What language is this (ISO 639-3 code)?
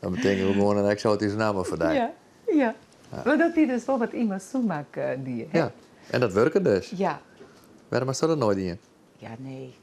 fry